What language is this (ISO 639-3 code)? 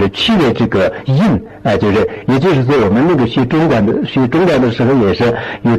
zho